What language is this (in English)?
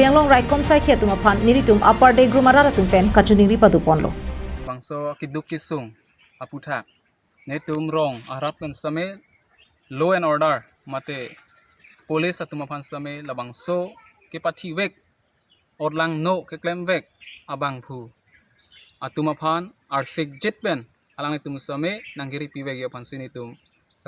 Karbi